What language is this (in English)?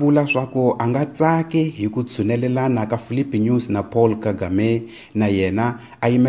Tsonga